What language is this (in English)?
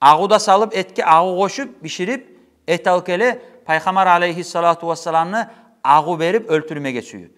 Kumyk